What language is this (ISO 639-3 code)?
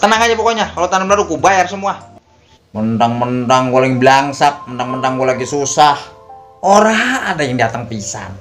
bew